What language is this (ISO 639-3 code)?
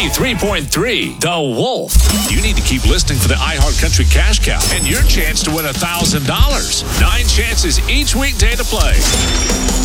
eng